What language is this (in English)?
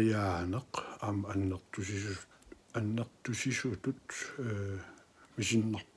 Kalaallisut